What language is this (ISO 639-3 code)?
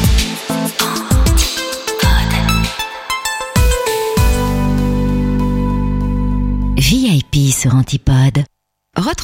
fra